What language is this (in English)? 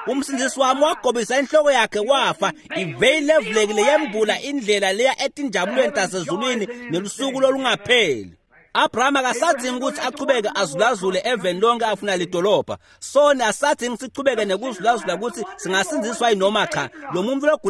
Swati